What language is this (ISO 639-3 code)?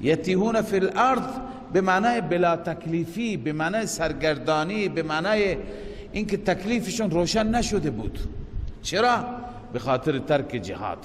fas